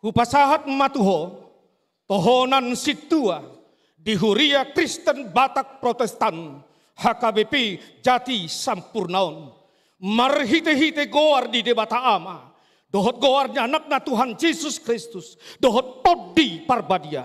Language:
Batak Toba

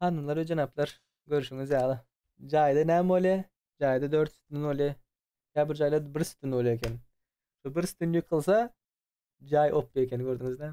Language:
Turkmen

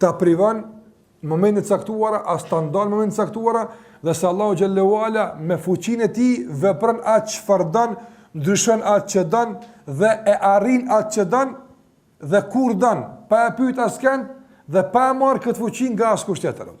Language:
Albanian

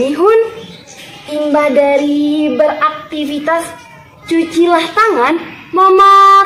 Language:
Banjar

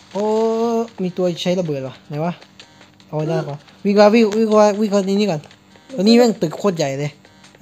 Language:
Thai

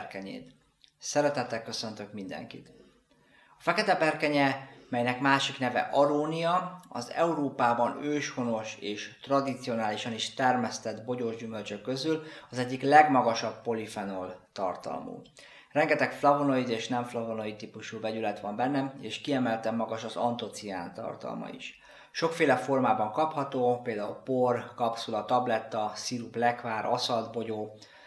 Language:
Hungarian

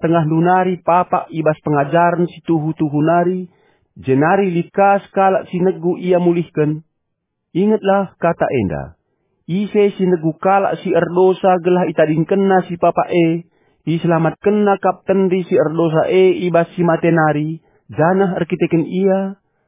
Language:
Batak Karo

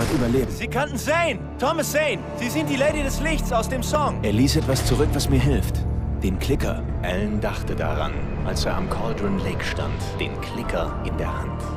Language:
Bavarian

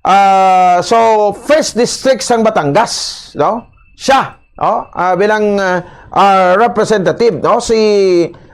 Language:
Hiligaynon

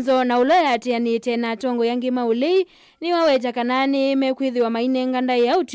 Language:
Kamba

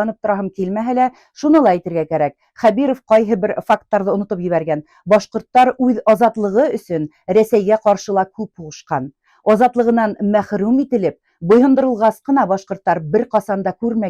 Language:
Bashkir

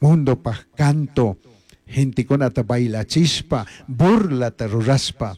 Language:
Chimborazo Highland Quichua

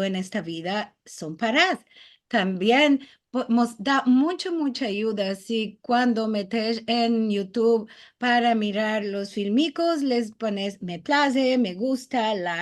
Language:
Ladino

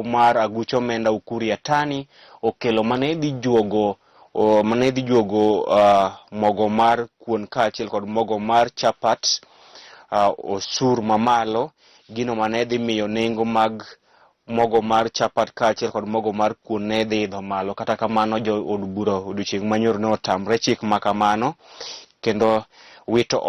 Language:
Luo (Kenya and Tanzania)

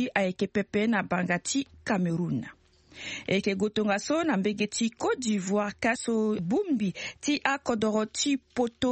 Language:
Sango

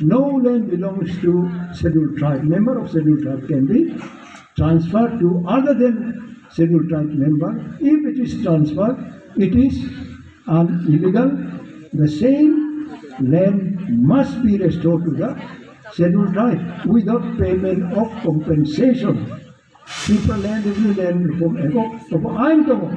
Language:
Kok Borok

